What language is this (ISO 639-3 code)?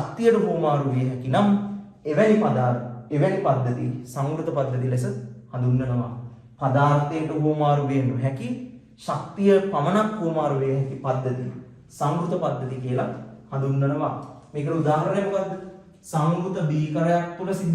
sin